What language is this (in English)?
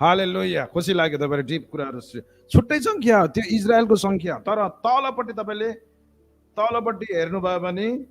Nepali